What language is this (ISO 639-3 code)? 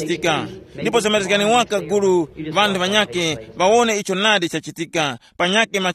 tum